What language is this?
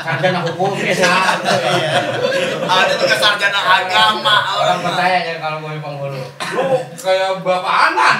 Betawi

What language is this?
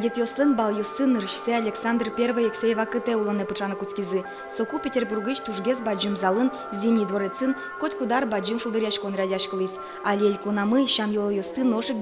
Udmurt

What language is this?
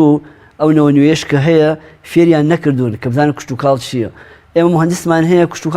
Central Kurdish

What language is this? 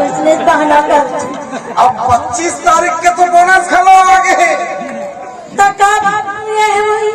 Chhattisgarhi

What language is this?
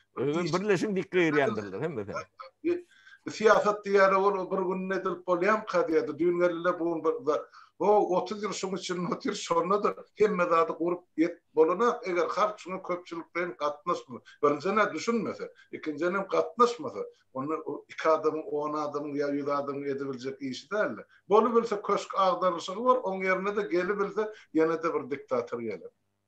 Turkmen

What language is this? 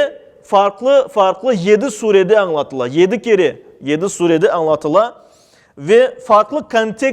Crimean Tatar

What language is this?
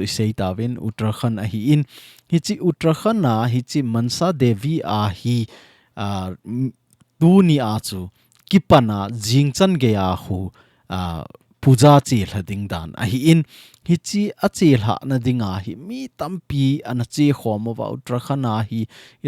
Thado Chin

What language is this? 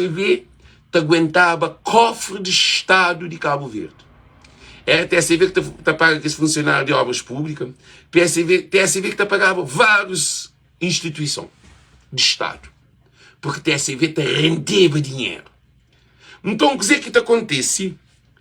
Kabuverdianu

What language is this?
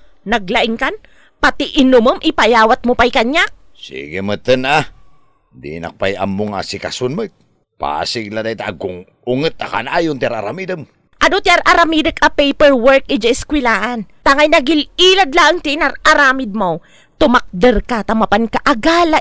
Iloko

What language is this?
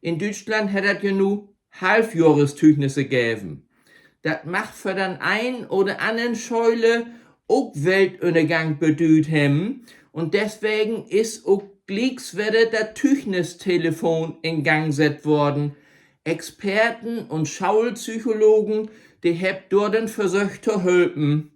Low German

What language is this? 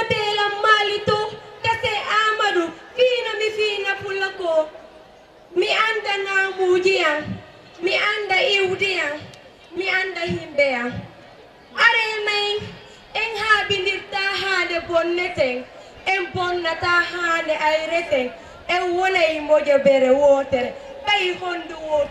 Fula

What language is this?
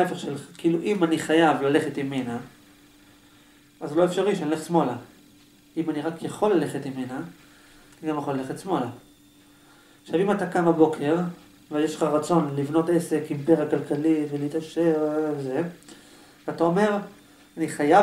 Hebrew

